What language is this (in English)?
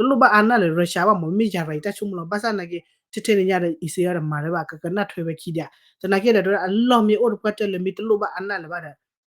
S'gaw Karen